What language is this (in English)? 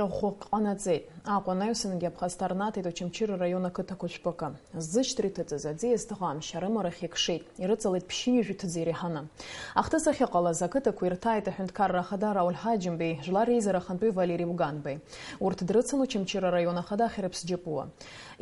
Abkhazian